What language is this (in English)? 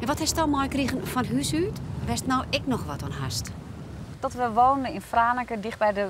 Western Frisian